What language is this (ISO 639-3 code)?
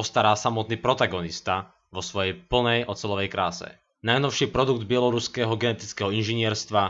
slk